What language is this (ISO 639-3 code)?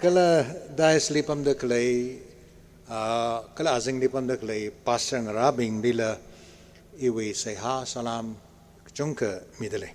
nmf